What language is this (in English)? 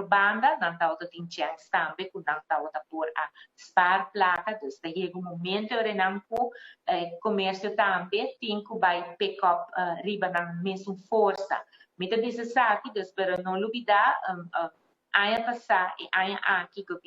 Papiamento